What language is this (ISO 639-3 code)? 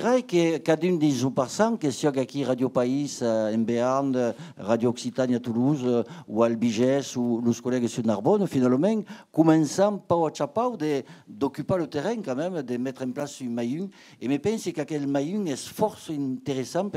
oci